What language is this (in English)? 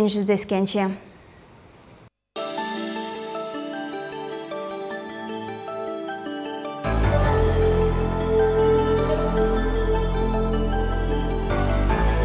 Kazakh